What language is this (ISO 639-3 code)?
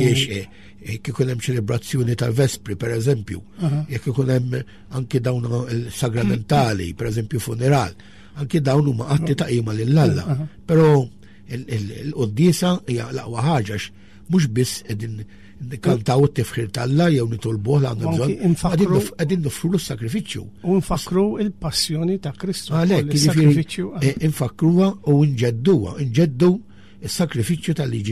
mlt